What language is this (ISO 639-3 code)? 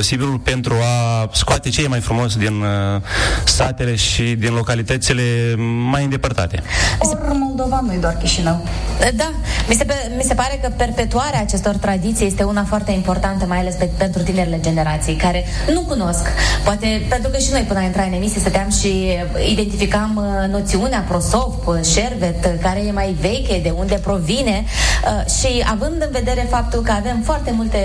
ron